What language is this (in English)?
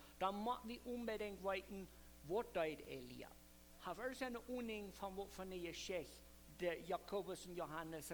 Plautdietsch